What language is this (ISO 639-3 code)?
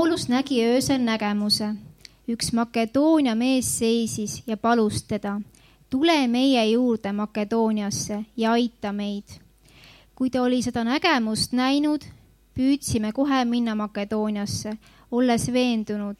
est